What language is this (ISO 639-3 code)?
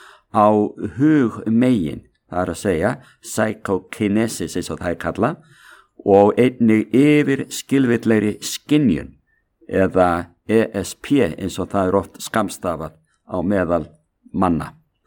isl